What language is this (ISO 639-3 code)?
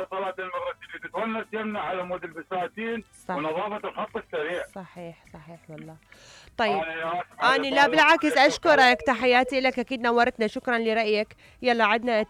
acm